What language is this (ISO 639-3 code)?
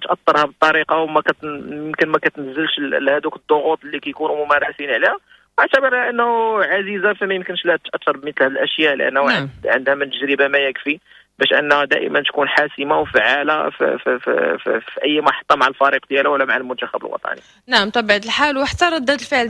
ary